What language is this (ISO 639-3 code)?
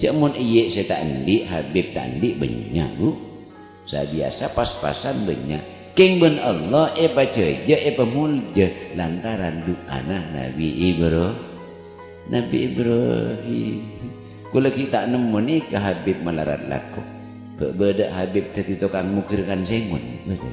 mad